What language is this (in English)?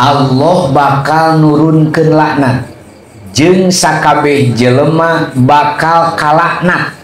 Sundanese